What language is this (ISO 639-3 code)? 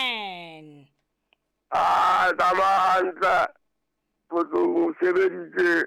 sot